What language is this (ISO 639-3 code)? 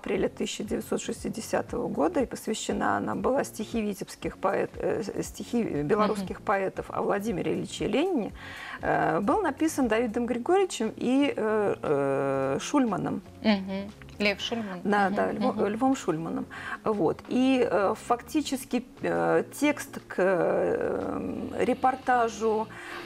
rus